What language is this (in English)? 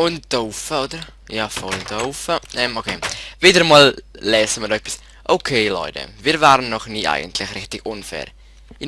Swiss German